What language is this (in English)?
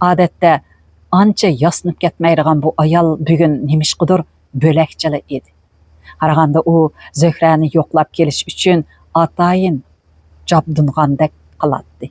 Uyghur